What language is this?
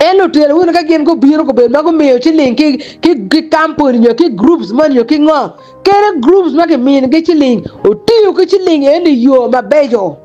Acoli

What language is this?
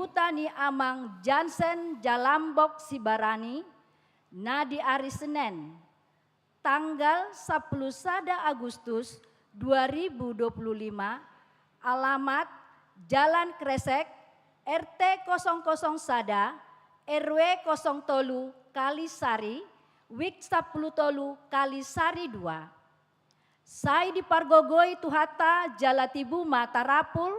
Batak Toba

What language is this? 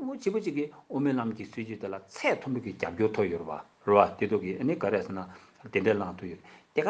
Tibetan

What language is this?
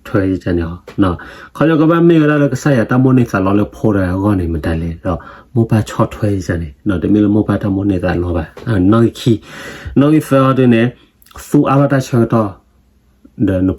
S'gaw Karen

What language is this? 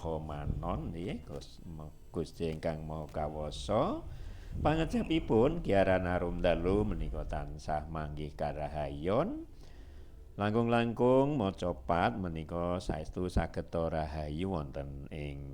Javanese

